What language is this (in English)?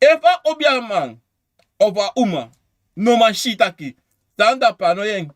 Sranan Tongo